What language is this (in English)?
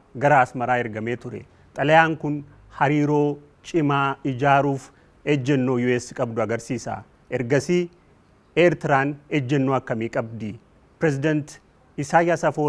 Oromo